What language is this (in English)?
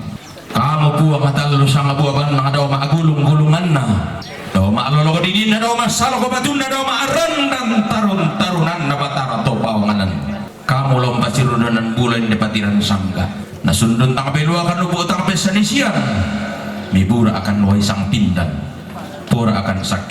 Toraja-Sa'dan